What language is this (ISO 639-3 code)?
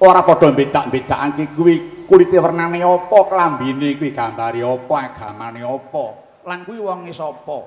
jav